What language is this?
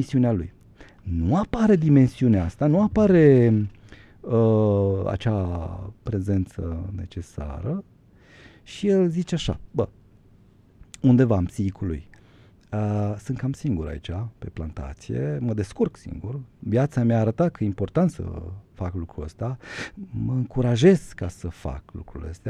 Romanian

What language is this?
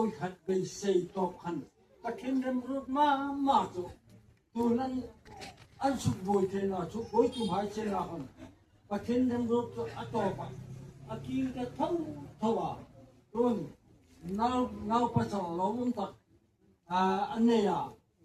Hmar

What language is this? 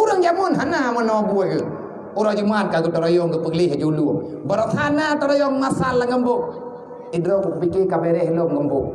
Achinese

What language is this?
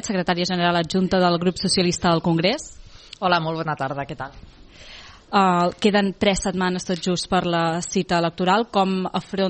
Catalan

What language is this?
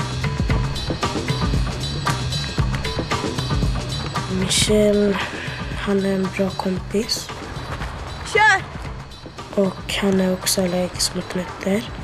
Swedish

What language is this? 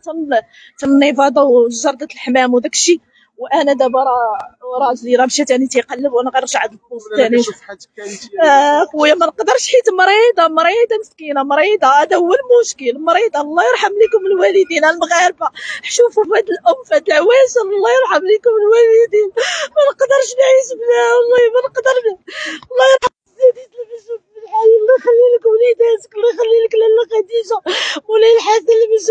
Moroccan Arabic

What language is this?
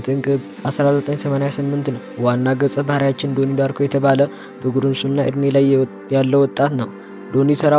Amharic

